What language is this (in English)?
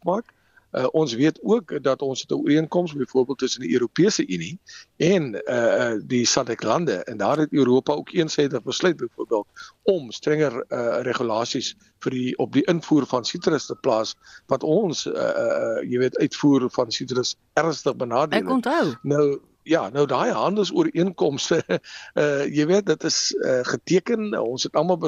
Afrikaans